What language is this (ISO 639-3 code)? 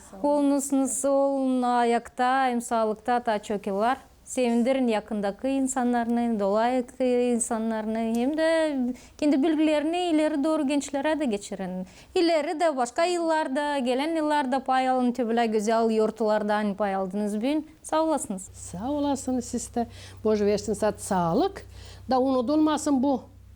gag